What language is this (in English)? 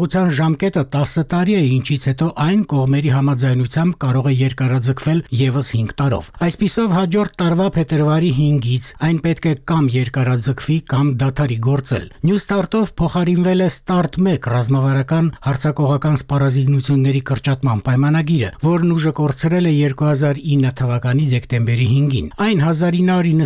Armenian